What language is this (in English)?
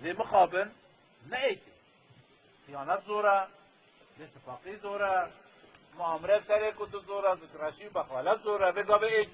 Kurdish